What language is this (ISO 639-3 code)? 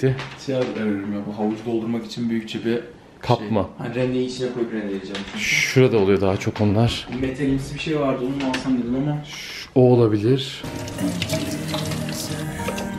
tur